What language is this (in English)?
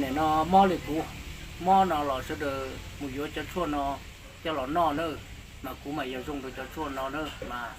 Hmong